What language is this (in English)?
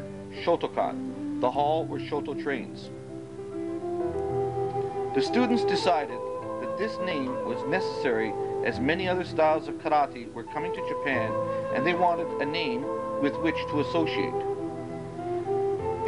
English